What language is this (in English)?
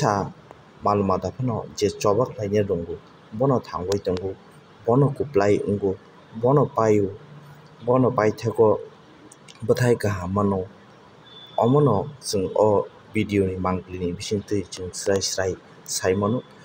Kok Borok